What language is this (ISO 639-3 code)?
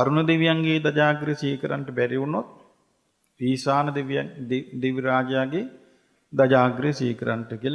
sin